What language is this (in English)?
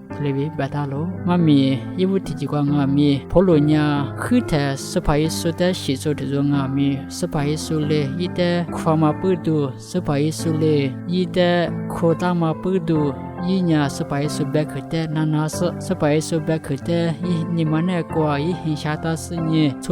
Lisu